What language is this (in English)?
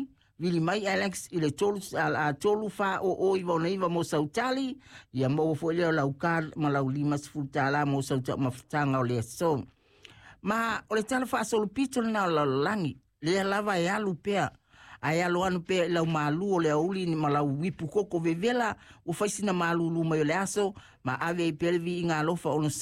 Samoan